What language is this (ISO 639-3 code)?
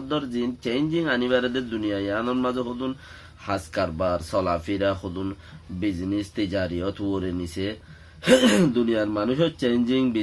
rhg